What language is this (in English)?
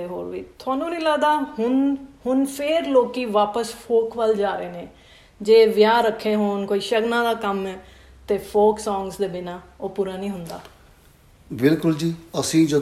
Punjabi